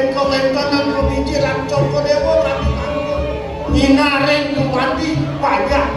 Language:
Balinese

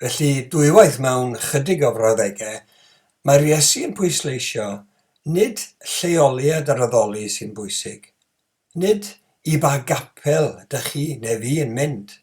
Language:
Welsh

